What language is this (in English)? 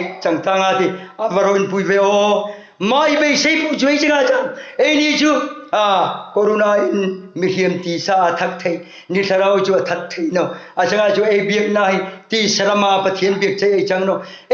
Hmar